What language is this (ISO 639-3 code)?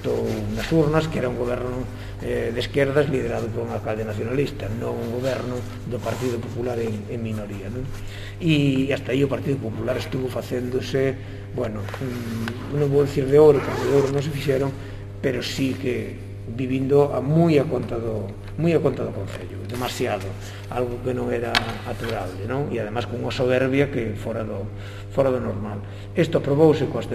glg